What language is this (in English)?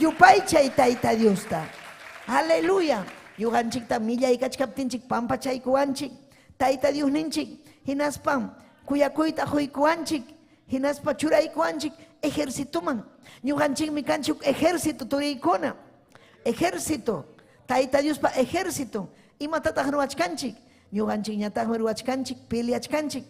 Ayacucho Quechua